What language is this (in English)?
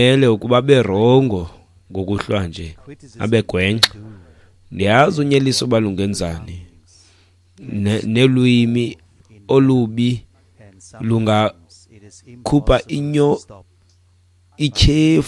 Xhosa